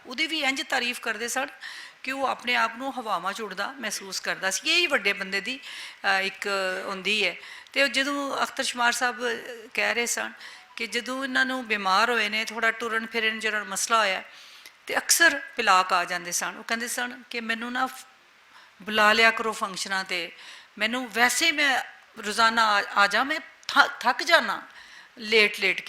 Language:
Western Panjabi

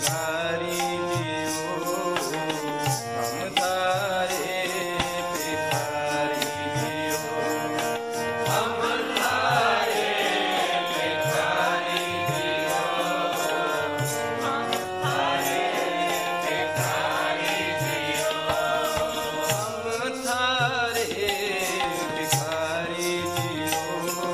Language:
Punjabi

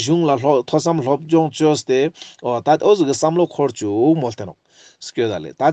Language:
Ladakhi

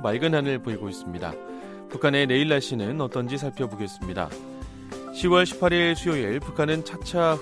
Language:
Korean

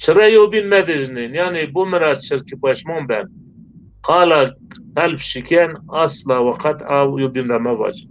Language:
Zaza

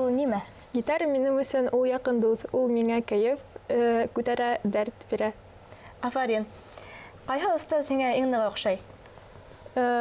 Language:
Bashkir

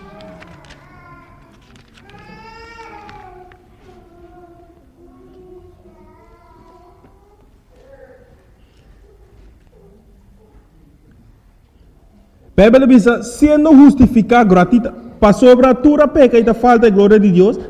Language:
Papiamento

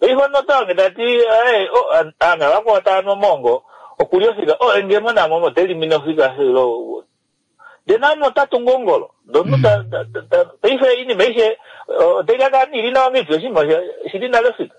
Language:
Kuanyama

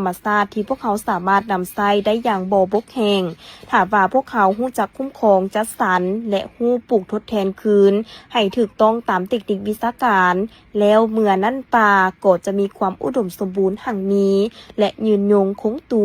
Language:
Lao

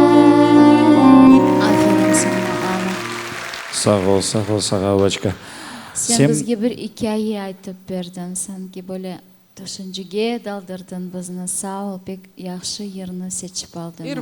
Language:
Crimean Tatar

